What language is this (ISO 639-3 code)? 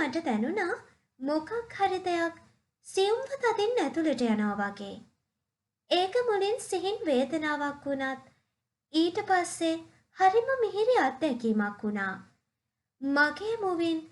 sin